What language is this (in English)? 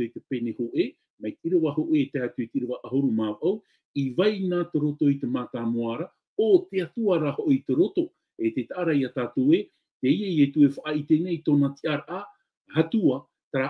Tahitian